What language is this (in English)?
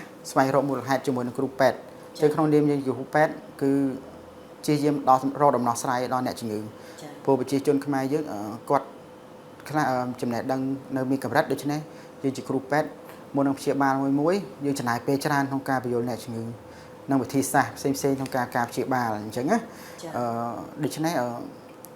Khmer